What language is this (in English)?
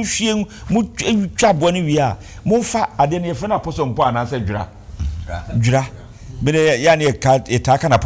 Akan